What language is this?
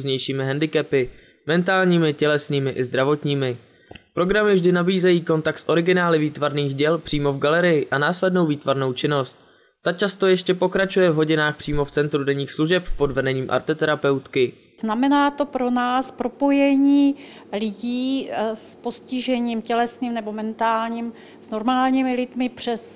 Czech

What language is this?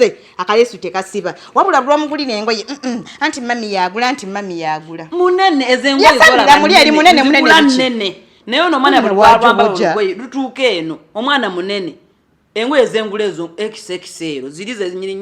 Ganda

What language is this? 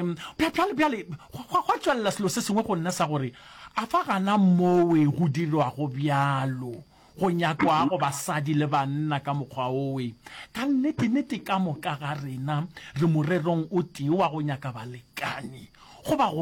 Northern Sotho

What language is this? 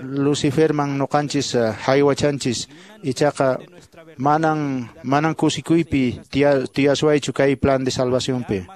Quechua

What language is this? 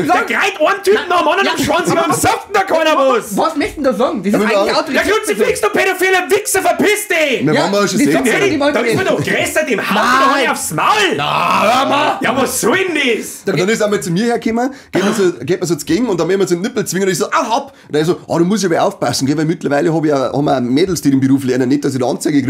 Bavarian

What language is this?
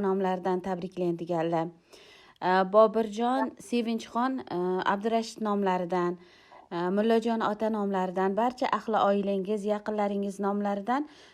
Uzbek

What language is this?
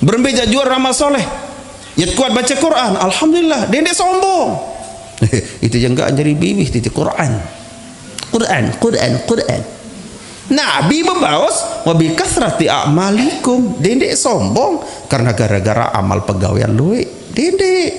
Sasak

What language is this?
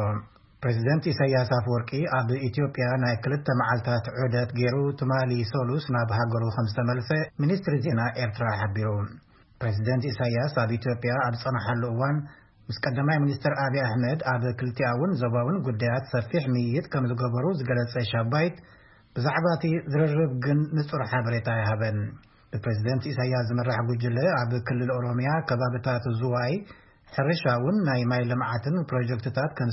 Tigrinya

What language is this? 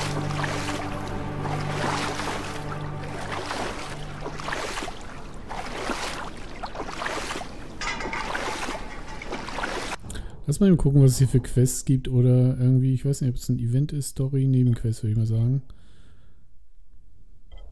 German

